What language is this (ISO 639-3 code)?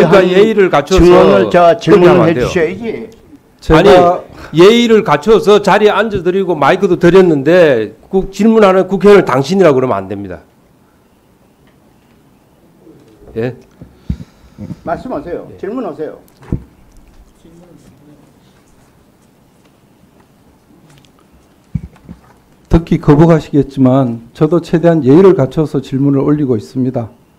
kor